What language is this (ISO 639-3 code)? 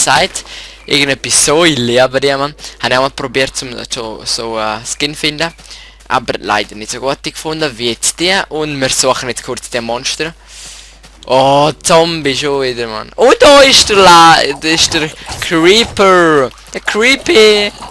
gsw